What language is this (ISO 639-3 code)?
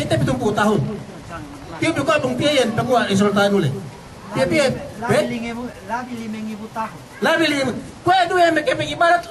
yka